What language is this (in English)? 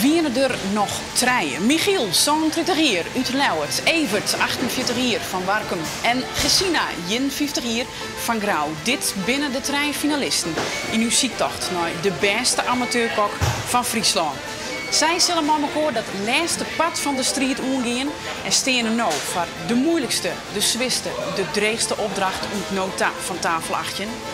Western Frisian